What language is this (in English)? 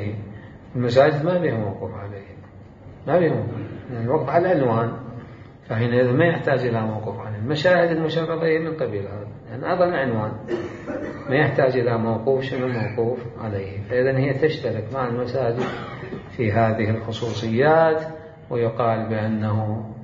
Mesopotamian Arabic